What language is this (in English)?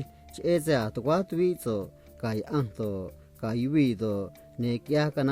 Copala Triqui